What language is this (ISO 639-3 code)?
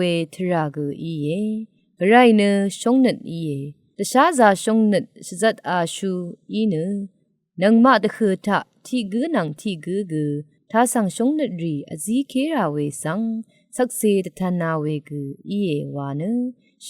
raw